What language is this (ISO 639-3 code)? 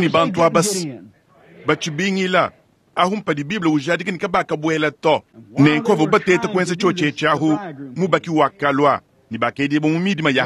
lua